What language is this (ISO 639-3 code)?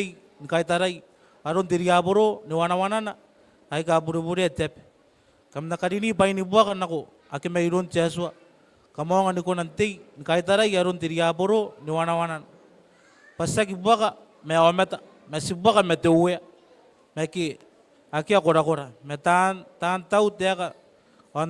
gil